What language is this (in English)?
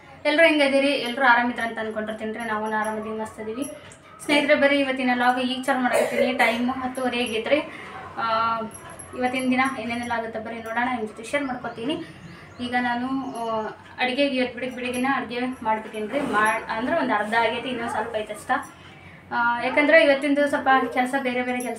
Kannada